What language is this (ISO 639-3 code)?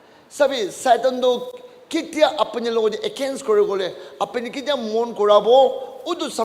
nag